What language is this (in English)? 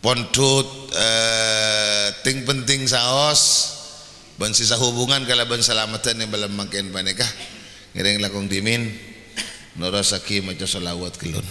Madurese